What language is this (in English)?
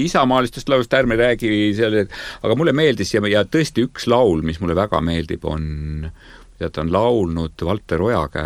Estonian